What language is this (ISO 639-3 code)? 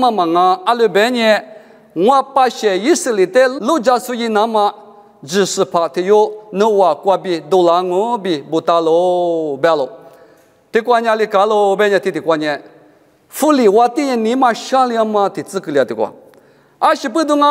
lis